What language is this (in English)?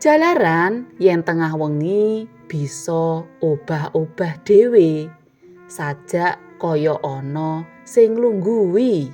Javanese